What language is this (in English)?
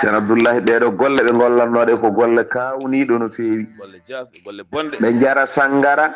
Fula